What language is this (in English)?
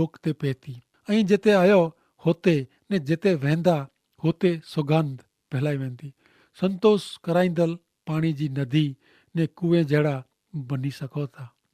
Kachhi